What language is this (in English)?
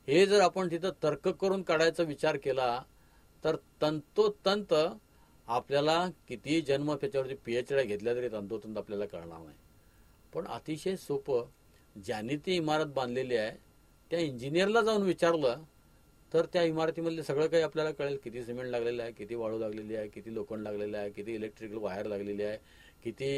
Marathi